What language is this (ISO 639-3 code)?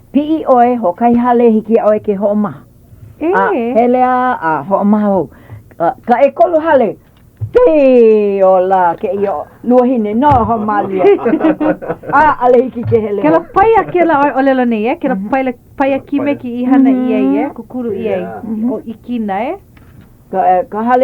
haw